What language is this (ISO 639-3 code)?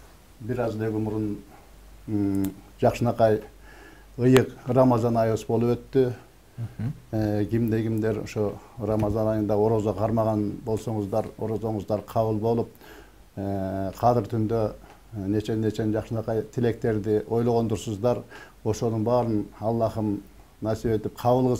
kir